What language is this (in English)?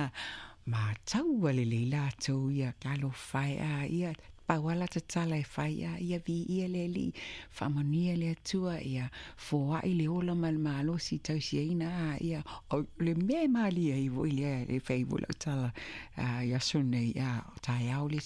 Samoan